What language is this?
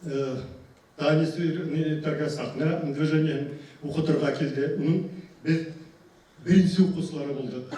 Bashkir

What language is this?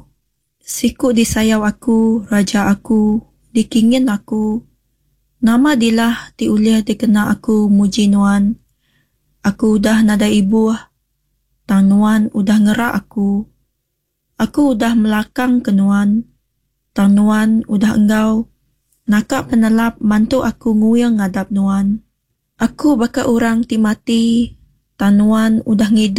Iban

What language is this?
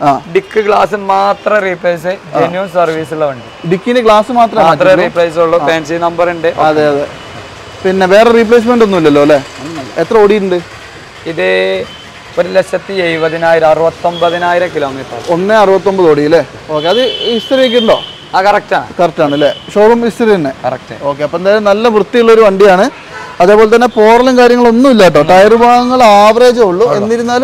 Malayalam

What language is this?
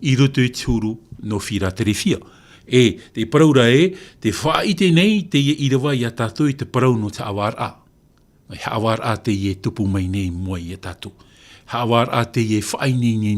Tahitian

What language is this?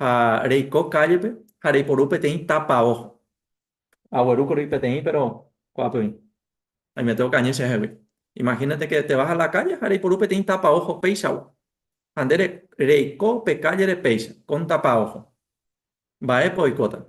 Guarani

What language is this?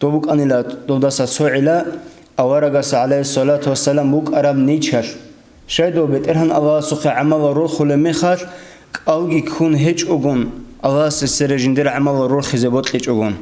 Avaric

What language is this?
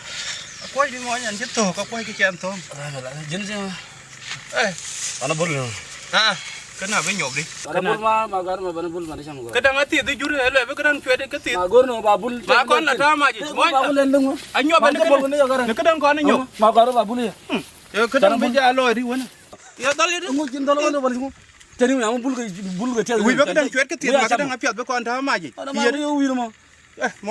Nuer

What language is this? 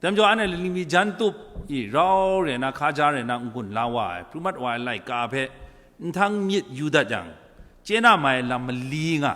Kachin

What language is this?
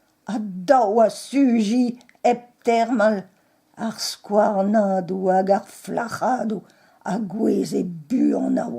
Breton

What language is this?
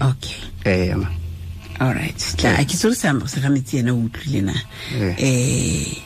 Tswana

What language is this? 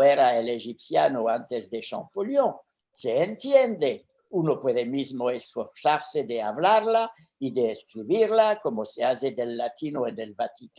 Ladino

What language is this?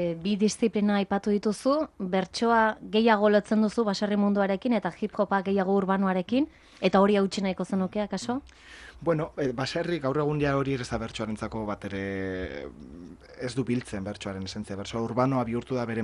Basque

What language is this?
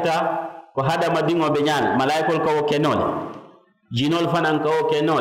Mandingo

